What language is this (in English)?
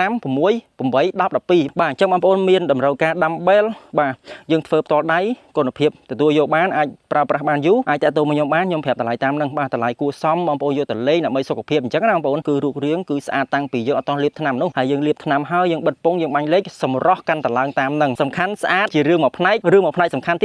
Khmer